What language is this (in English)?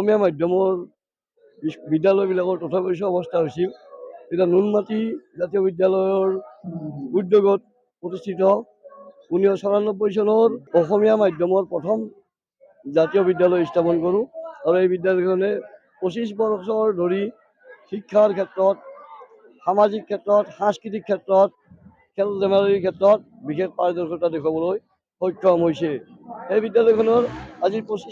Assamese